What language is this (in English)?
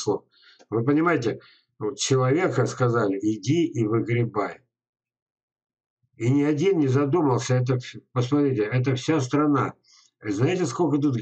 Russian